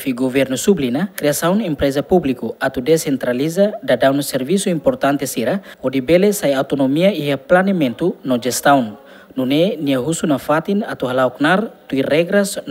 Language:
Tetum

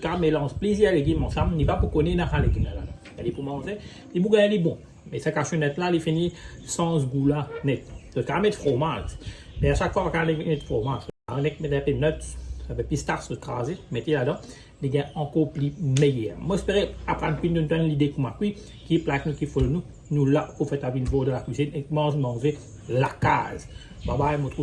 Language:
Morisyen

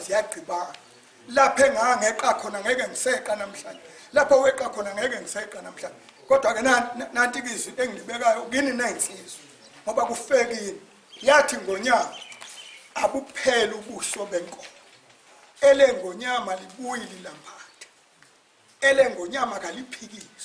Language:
Zulu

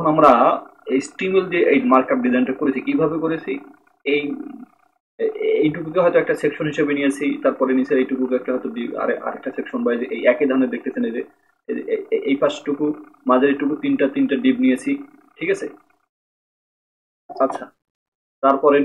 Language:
Bangla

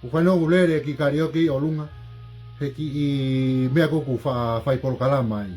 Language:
Tongan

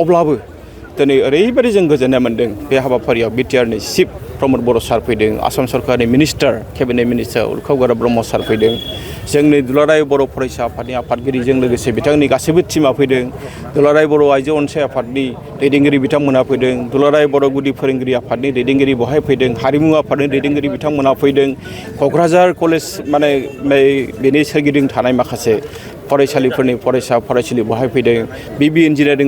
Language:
Bodo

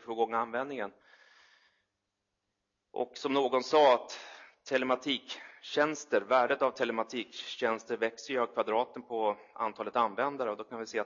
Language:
Swedish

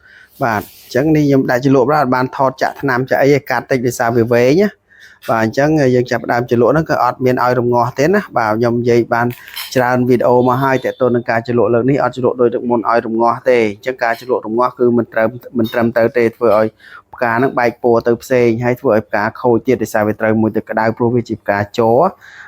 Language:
Khmer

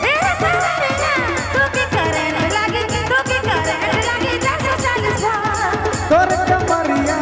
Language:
Sadri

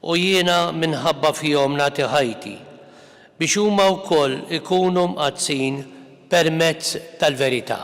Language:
Maltese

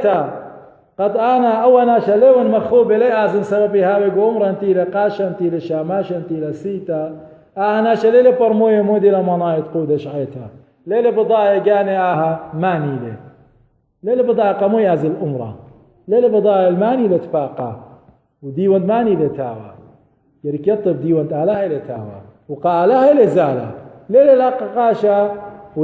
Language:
Assyrian Neo-Aramaic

